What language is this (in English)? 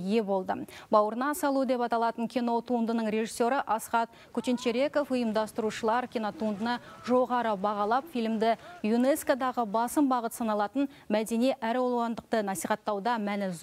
Kazakh